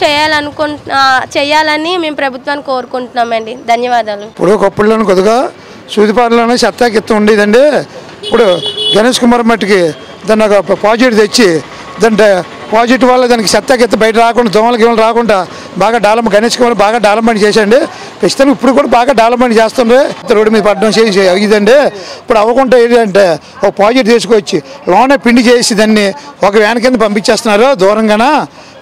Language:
Telugu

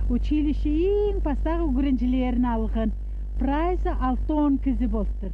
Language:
Khakas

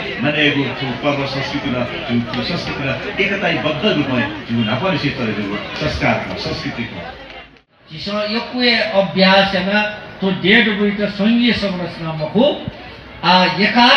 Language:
Newari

